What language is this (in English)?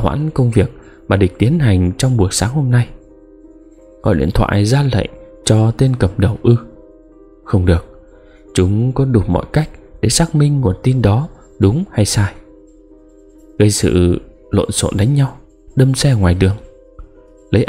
Vietnamese